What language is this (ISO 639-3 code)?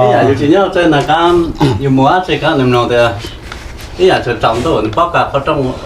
hmn